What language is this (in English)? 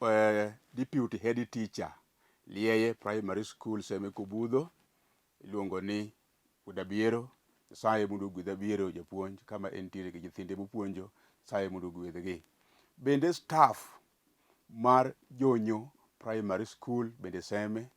Luo (Kenya and Tanzania)